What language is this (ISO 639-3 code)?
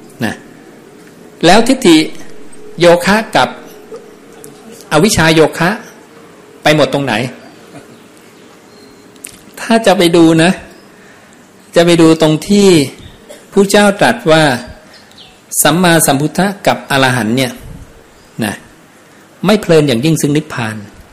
tha